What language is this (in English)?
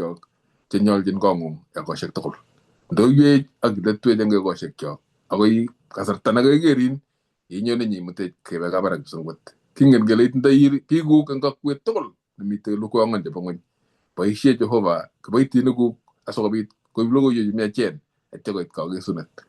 Kalenjin